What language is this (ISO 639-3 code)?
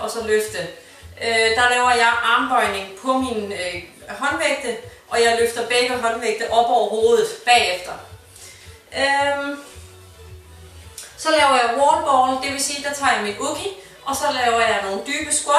dan